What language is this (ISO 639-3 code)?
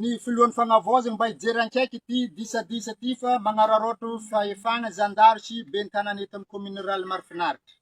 mlg